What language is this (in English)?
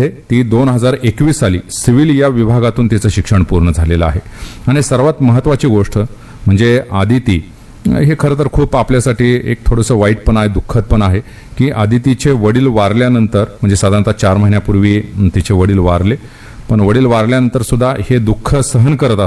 Marathi